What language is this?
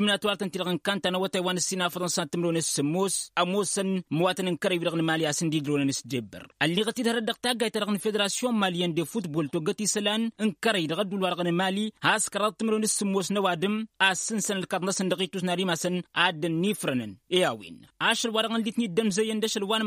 Tamasheq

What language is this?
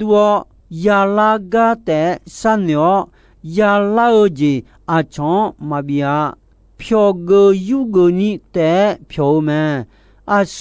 Akha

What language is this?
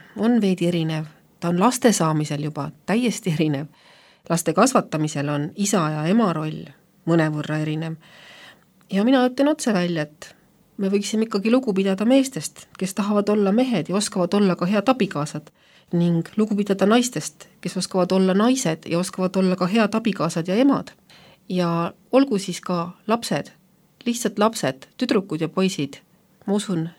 Estonian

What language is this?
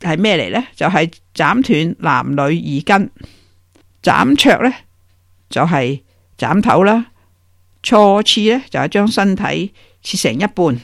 Cantonese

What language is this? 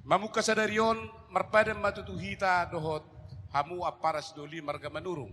Batak Toba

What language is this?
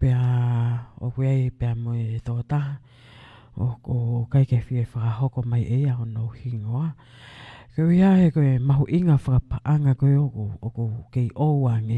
Tongan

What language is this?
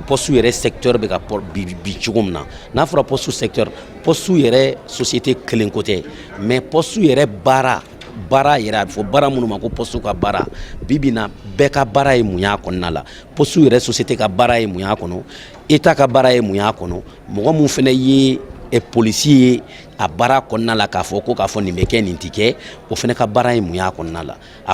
Bambara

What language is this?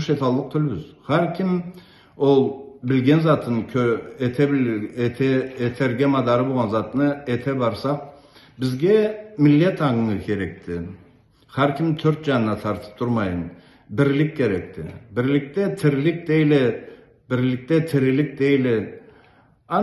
Karachay-Balkar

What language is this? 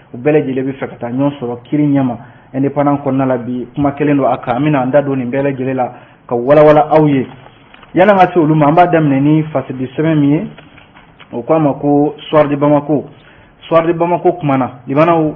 Bambara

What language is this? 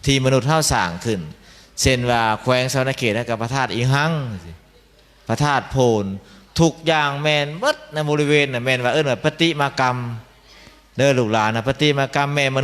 Lao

